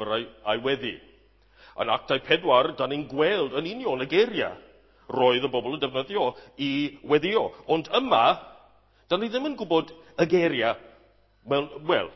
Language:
Welsh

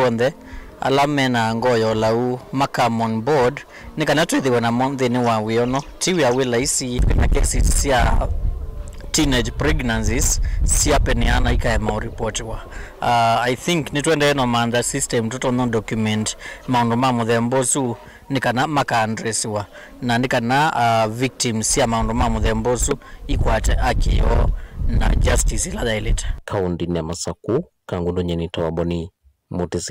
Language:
Kamba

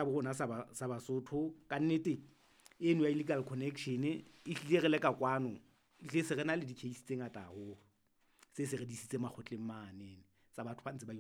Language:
Southern Sotho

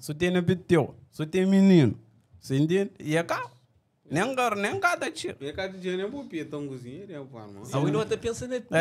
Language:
Kabuverdianu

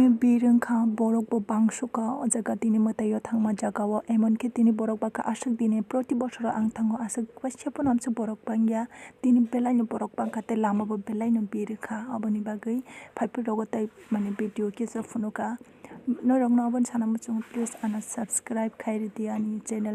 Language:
Kok Borok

